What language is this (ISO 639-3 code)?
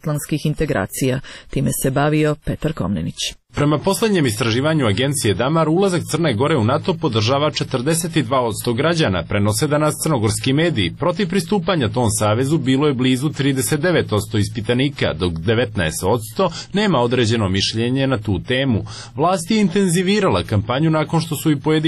srp